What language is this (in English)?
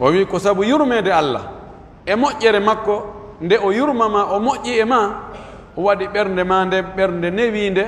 Pular